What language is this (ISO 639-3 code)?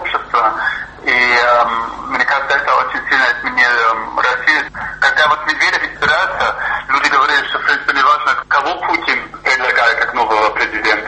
rus